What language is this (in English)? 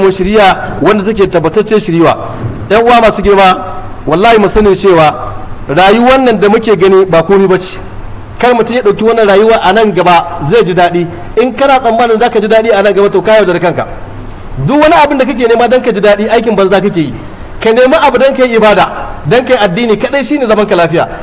Hausa